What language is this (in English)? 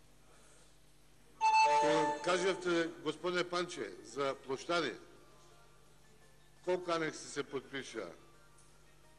Macedonian